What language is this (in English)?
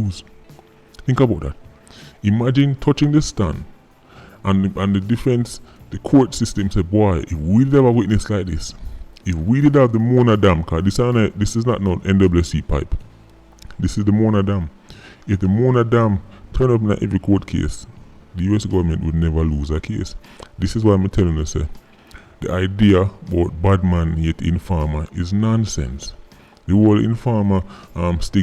Jamaican Creole English